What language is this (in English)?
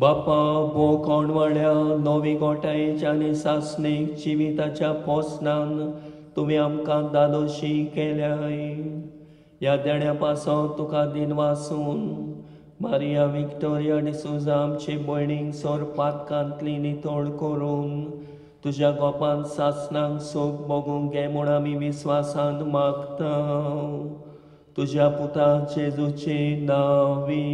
Konkani